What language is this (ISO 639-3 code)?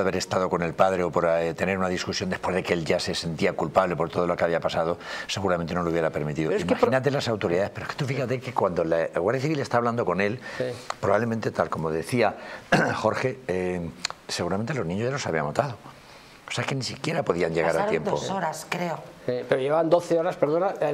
spa